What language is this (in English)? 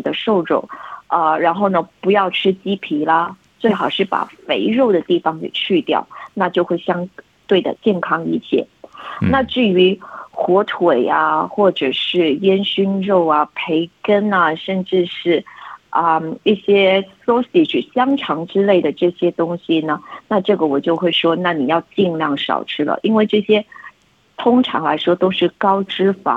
Chinese